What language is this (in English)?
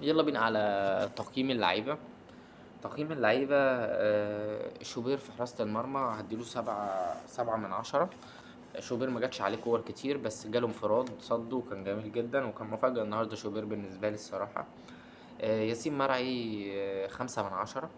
Egyptian Arabic